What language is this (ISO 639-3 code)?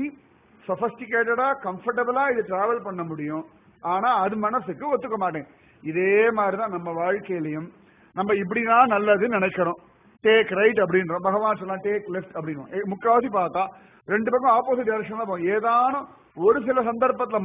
tam